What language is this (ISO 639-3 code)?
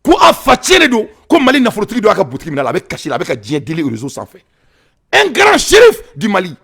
bam